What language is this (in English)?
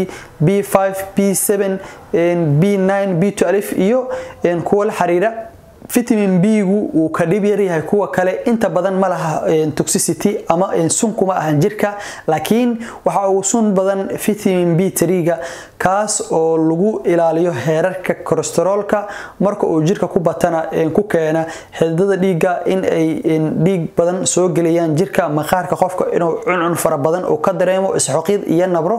Somali